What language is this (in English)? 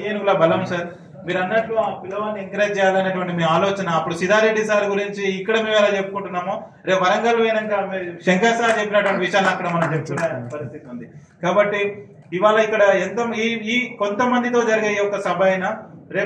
Telugu